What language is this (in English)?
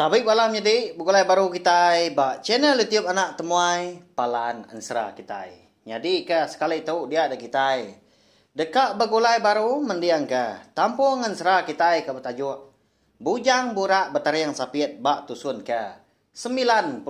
Iban